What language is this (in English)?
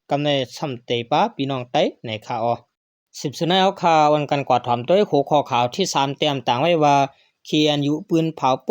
Shan